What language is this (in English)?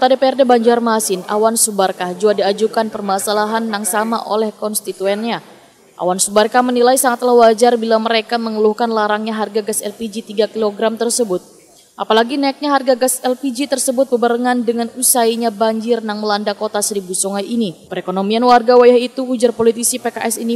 Banjar